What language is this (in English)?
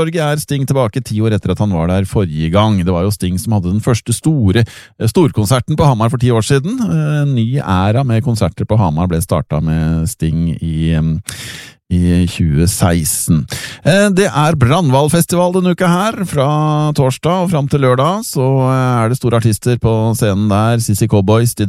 Norwegian